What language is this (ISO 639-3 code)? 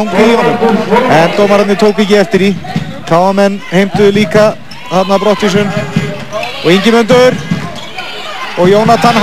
isl